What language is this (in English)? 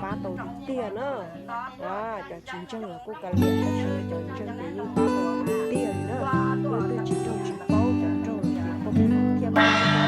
Hmong